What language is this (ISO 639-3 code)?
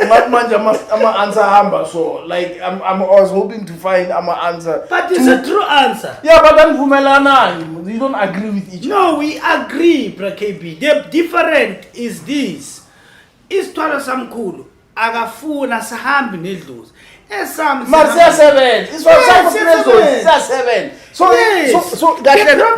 zul